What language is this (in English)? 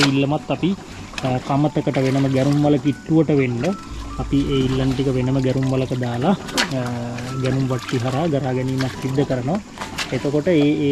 Sinhala